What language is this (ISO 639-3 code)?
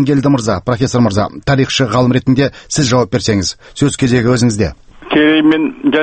kaz